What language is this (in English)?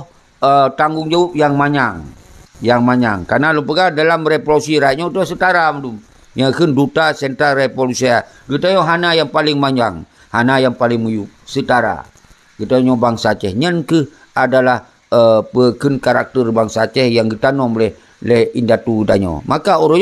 Achinese